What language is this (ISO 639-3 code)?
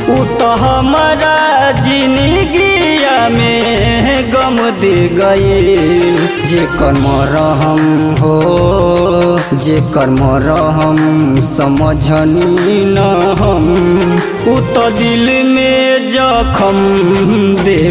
bho